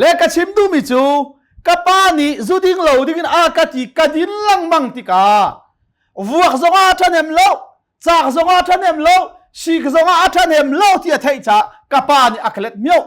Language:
Hakha Chin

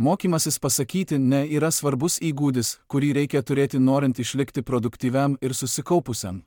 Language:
Lithuanian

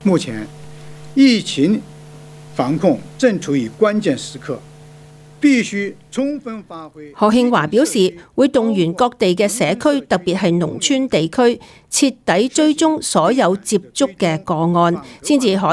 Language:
Cantonese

